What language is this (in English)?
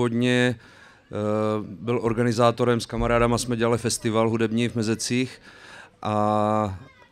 Czech